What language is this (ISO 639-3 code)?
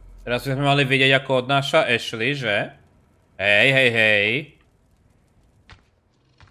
slk